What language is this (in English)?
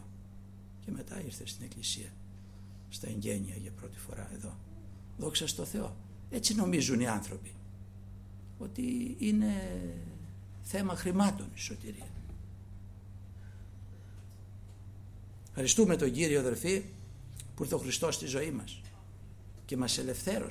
Greek